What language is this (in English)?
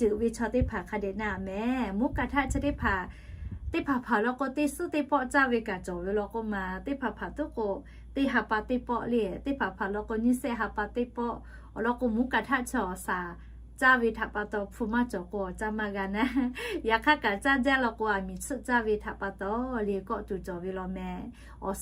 Lahu